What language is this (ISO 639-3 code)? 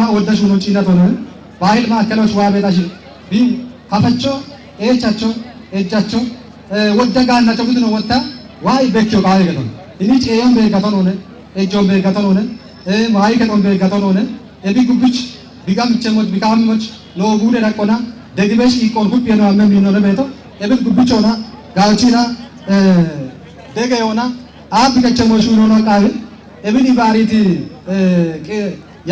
kbr